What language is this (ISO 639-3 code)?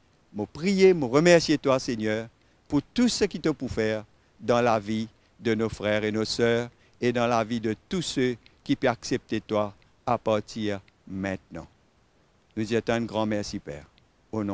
mfe